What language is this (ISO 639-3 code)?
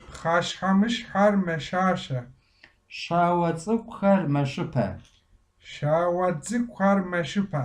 kbd